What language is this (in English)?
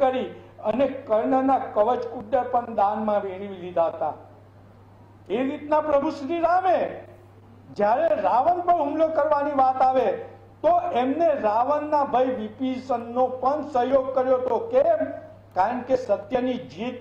Gujarati